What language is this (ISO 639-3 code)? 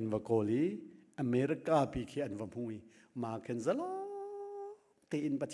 cnh